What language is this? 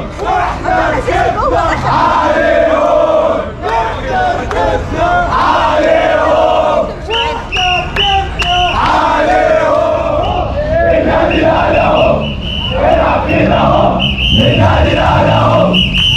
Egyptian Arabic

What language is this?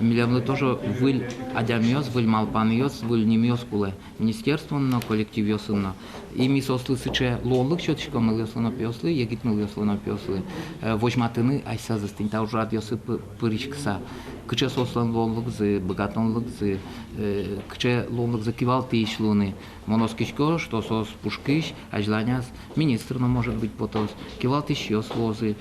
Udmurt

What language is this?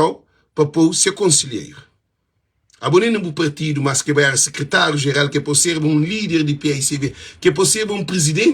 Kabuverdianu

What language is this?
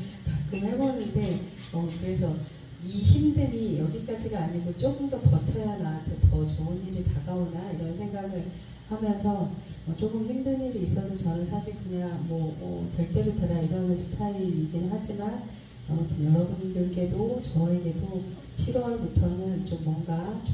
Korean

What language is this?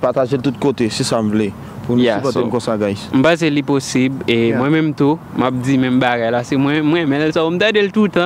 Haitian Creole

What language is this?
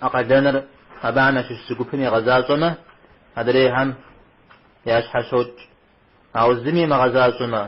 Kabardian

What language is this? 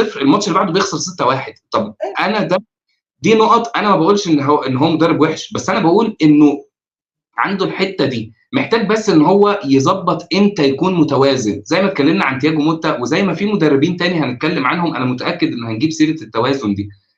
Egyptian Arabic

